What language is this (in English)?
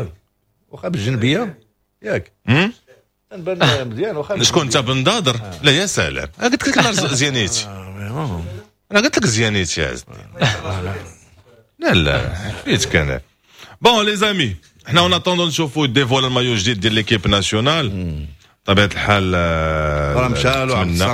Moroccan Arabic